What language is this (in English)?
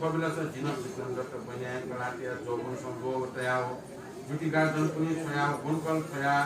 Newari